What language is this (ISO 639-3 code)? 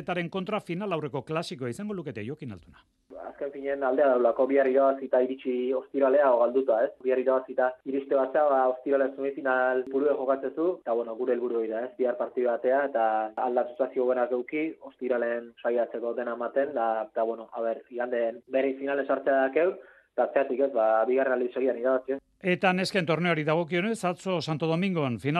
eus